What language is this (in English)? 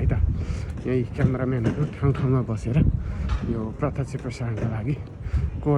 Nepali